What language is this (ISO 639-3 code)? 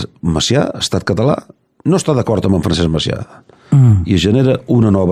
cat